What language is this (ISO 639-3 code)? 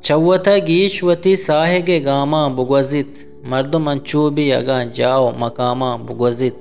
bgp